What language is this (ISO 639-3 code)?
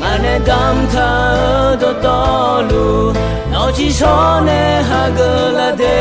ahk